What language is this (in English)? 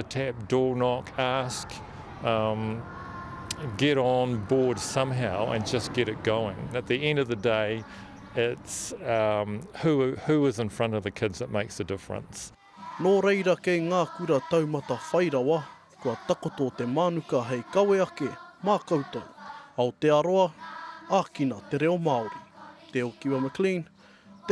Māori